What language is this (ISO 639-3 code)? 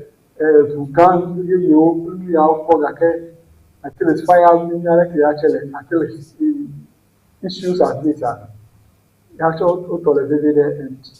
ewe